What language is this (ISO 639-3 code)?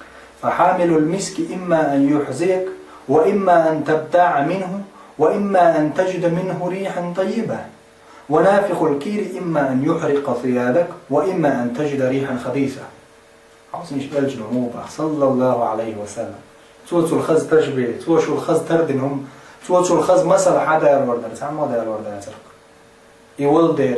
che